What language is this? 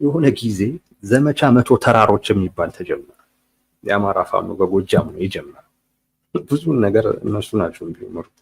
Amharic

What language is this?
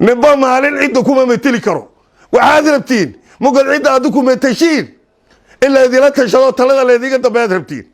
Somali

